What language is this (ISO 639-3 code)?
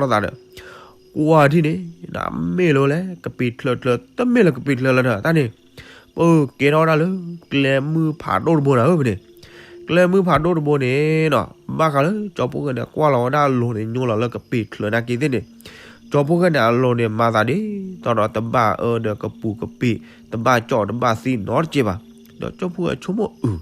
ksw